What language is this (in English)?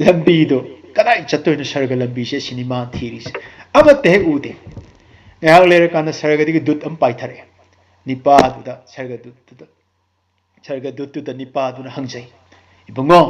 Manipuri